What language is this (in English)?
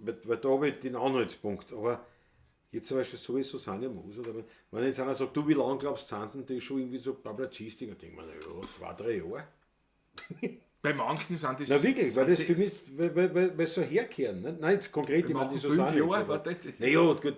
Bavarian